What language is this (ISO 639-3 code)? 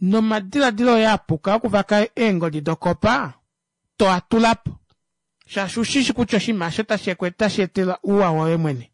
kua